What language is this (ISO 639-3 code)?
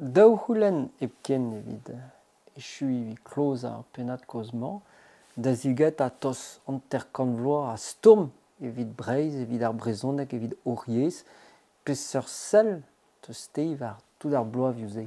bre